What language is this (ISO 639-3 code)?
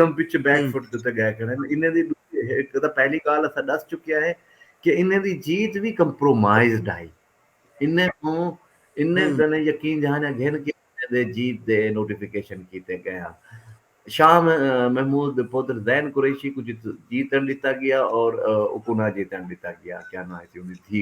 skr